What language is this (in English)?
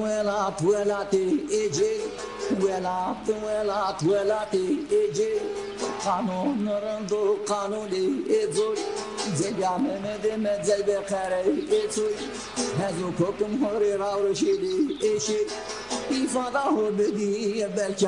Zaza